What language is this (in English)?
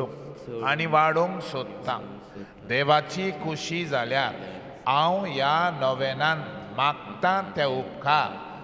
Konkani